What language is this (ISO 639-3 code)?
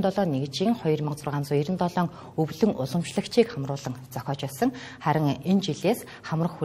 mon